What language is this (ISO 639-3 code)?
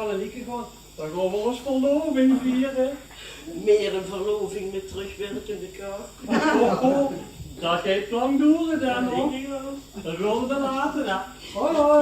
lim